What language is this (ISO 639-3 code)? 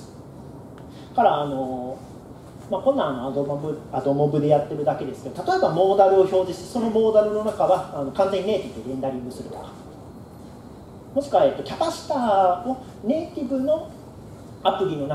jpn